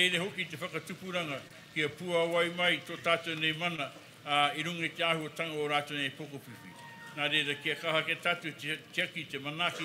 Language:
Māori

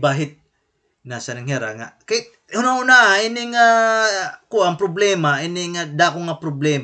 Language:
Waray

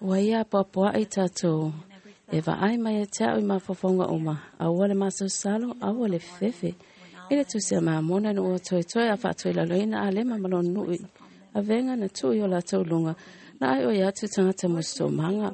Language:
Samoan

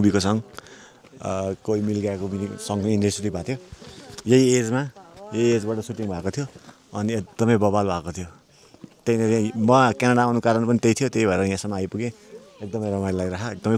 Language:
Nepali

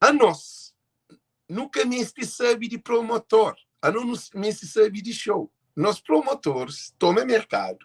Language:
Kabuverdianu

